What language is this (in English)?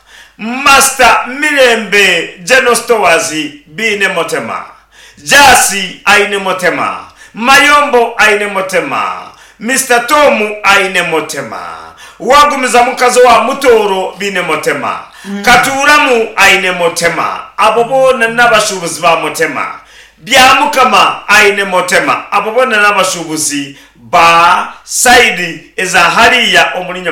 Nyankole